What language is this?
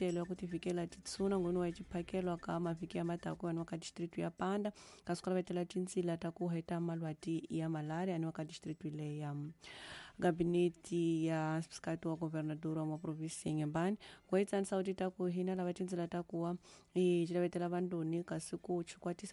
Tsonga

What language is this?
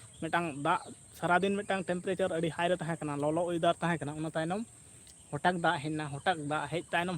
Santali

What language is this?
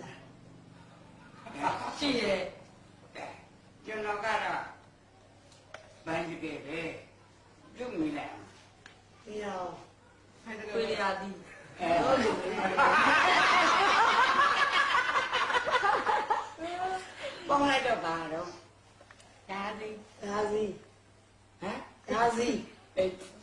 Burmese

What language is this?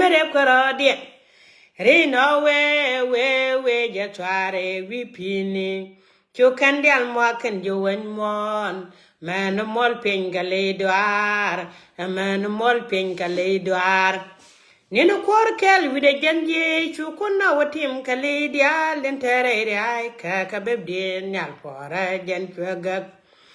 Nuer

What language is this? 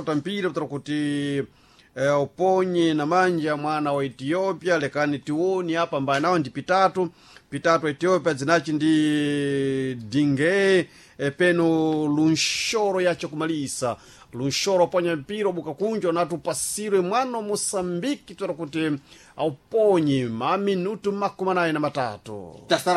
Sena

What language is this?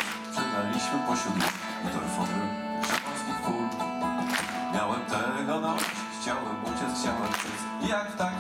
Polish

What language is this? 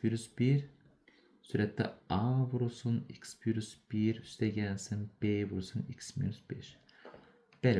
Azerbaijani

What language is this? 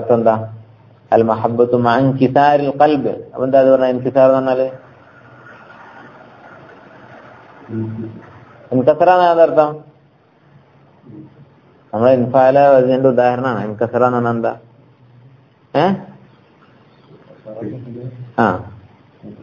Malayalam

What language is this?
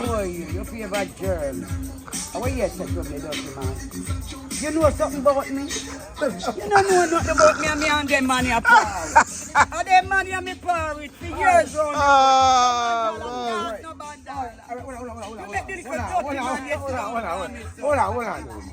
Jamaican Creole English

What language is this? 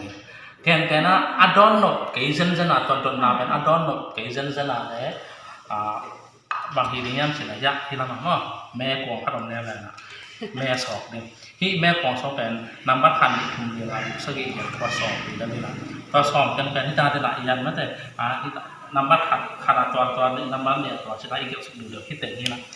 Tedim Chin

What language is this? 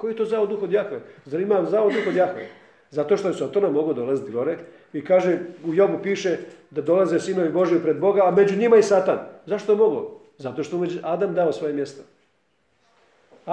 Croatian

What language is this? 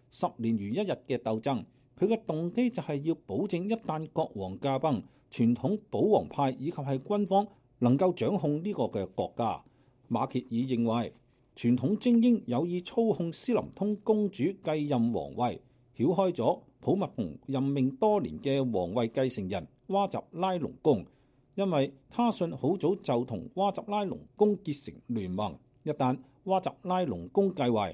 Cantonese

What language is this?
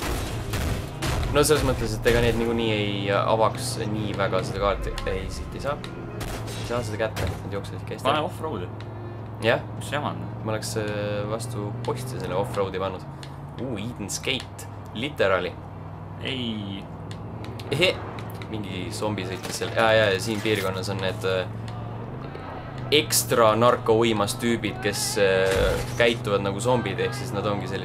Estonian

